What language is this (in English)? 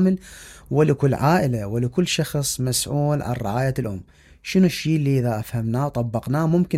Mesopotamian Arabic